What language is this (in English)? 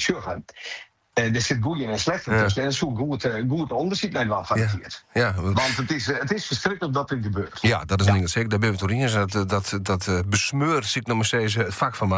Western Frisian